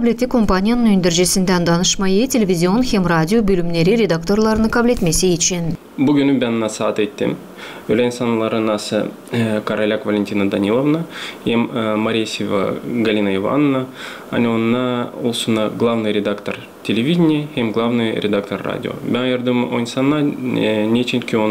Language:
Gagauz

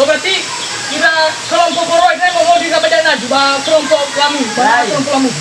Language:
Nias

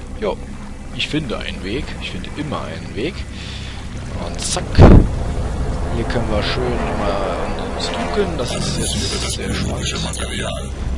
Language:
German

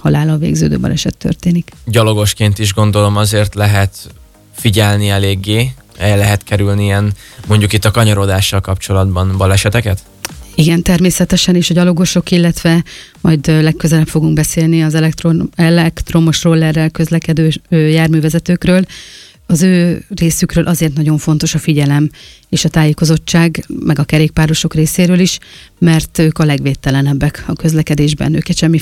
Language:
Hungarian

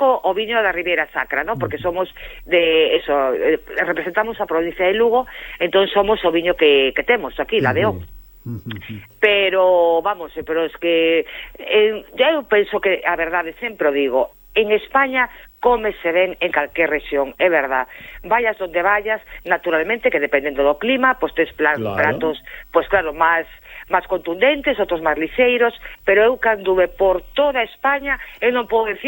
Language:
Galician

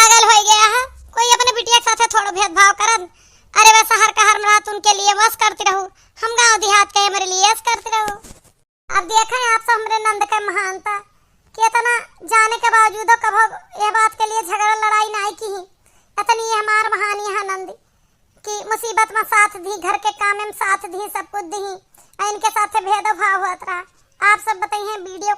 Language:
Awadhi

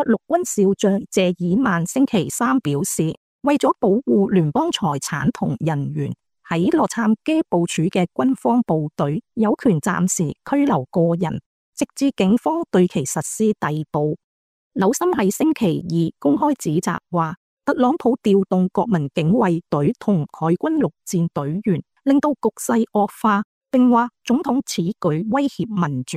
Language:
Cantonese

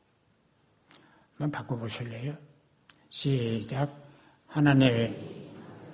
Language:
Korean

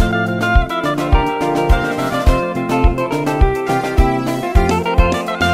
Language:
Kinyarwanda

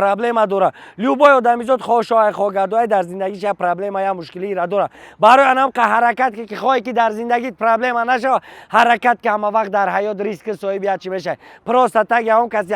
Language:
Tajik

